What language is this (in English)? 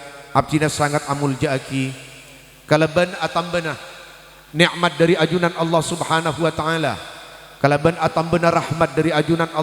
Madurese